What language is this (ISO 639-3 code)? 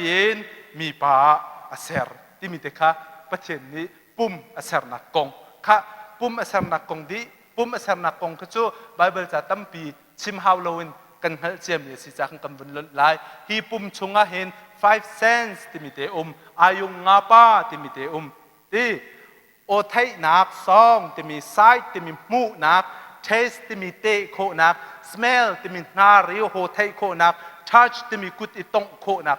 cnh